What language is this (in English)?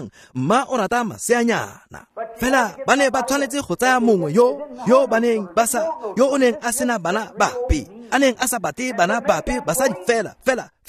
Tswana